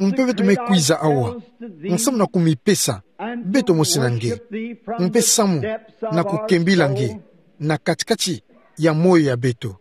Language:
Kituba (Democratic Republic of Congo)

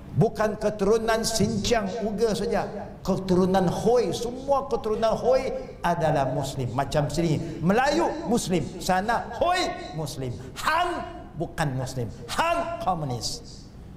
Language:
Malay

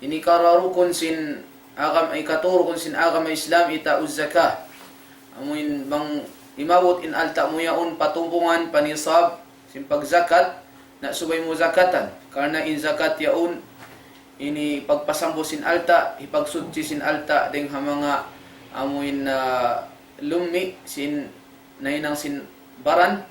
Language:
Tausug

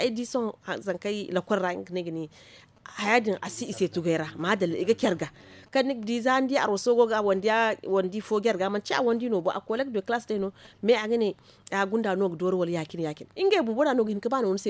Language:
Zarma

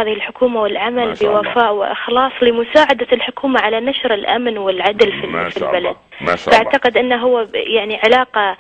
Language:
Arabic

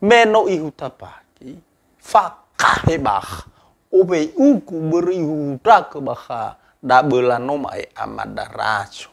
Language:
Nias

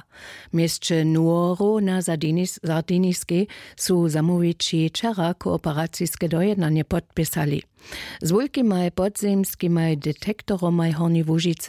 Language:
Upper Sorbian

